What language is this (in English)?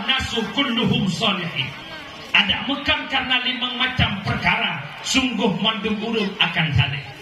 Achinese